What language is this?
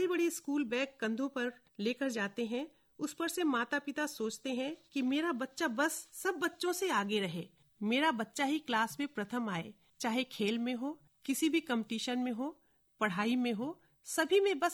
Hindi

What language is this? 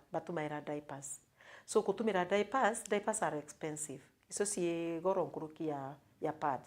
Meru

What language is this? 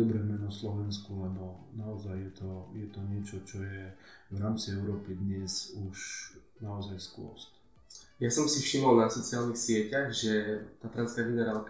Slovak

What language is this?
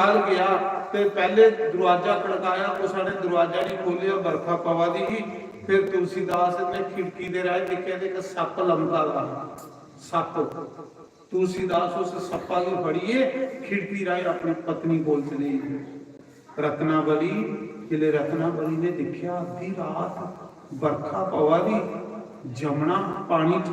Dogri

